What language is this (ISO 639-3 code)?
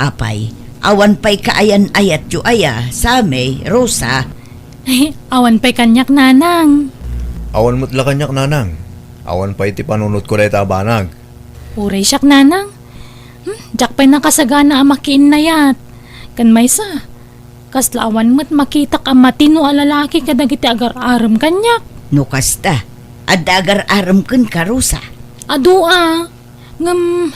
ilo